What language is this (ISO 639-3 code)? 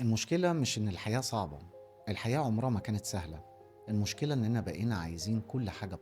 arz